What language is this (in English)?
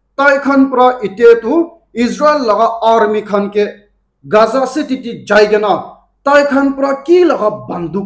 Naga Pidgin